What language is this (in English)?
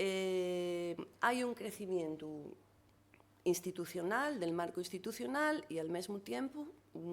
Asturian